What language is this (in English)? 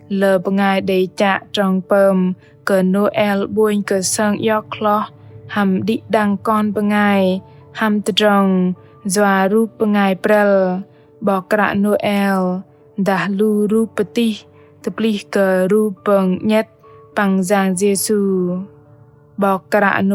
Bahnar